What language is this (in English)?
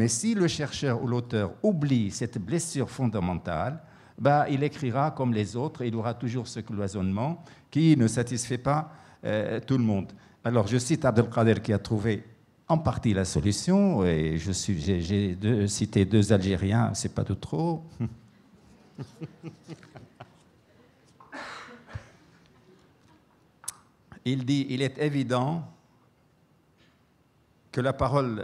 French